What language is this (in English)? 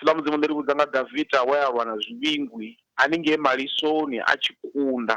Venda